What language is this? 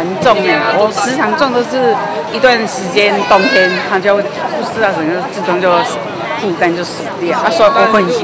Chinese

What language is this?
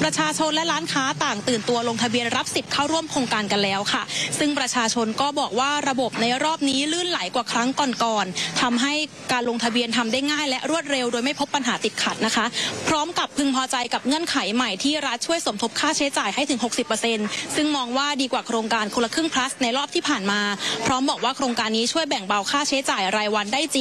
Thai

